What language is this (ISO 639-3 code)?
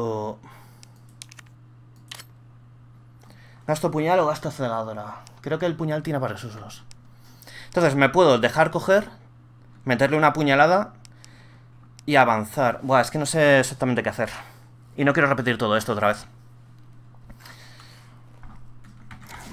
spa